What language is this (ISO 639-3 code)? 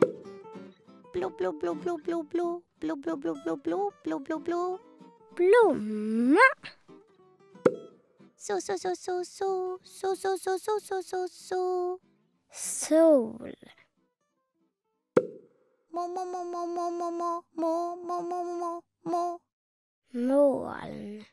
swe